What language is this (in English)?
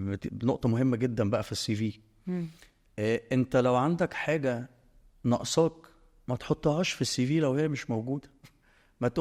Egyptian Arabic